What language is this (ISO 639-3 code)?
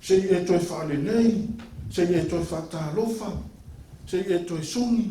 smo